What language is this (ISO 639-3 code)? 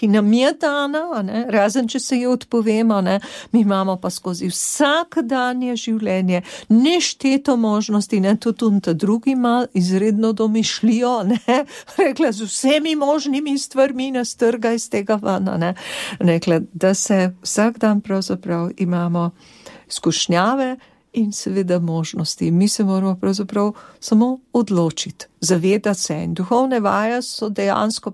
slv